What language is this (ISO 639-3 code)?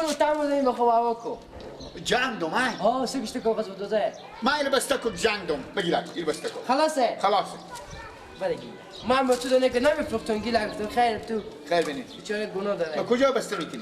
fas